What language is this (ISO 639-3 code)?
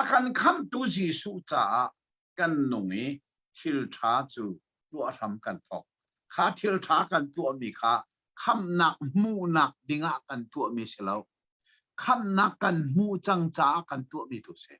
cnh